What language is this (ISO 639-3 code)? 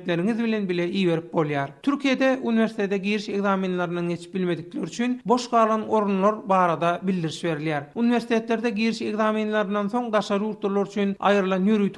tuk